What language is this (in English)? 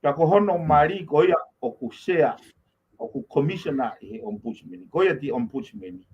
Tongan